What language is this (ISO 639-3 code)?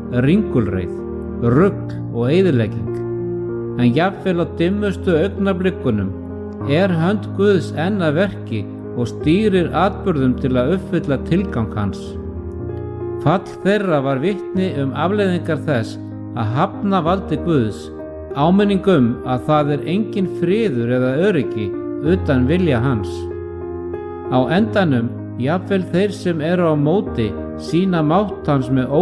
isl